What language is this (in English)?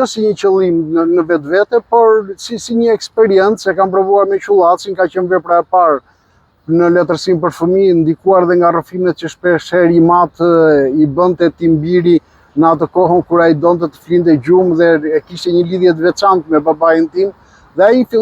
Albanian